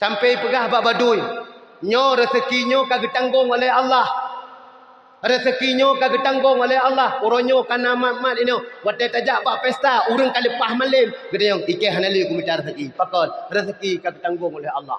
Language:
Achinese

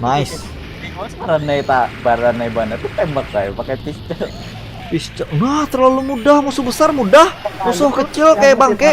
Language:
Banjar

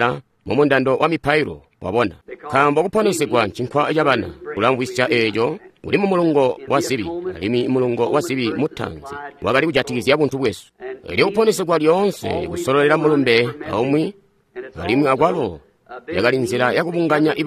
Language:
Tonga (Zambia)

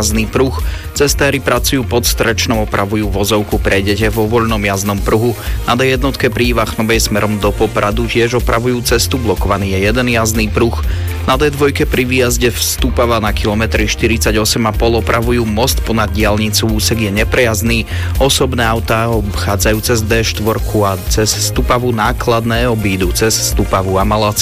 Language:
Slovak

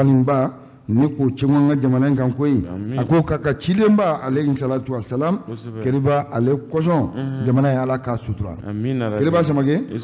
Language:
Bambara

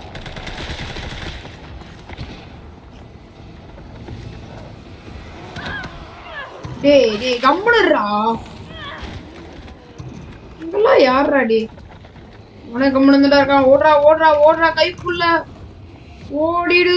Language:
Tamil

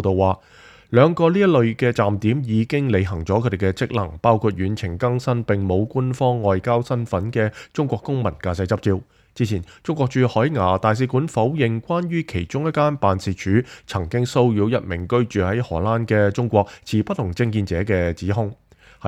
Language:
Cantonese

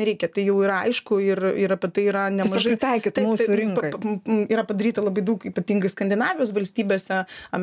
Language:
Lithuanian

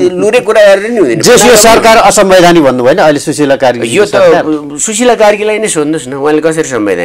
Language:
Nepali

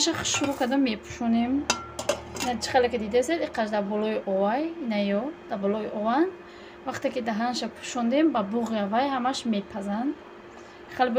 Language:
Tajik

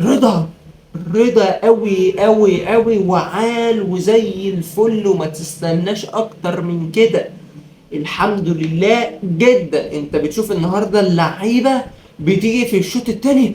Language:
Egyptian Arabic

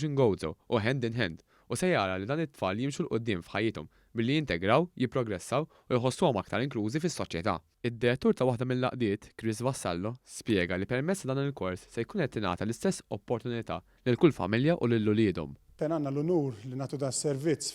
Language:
Maltese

